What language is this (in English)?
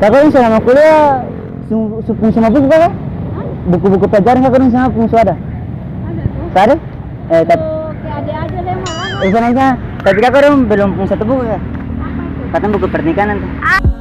Ambonese Malay